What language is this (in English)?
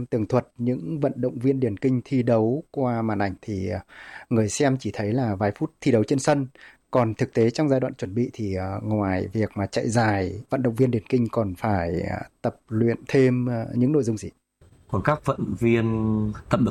Vietnamese